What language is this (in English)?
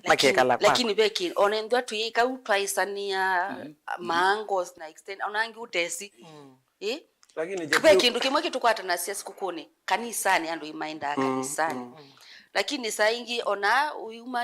Kamba